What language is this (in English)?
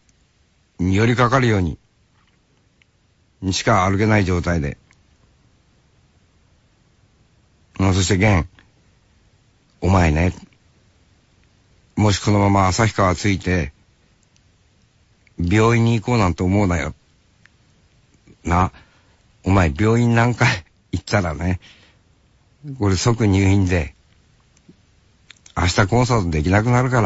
Japanese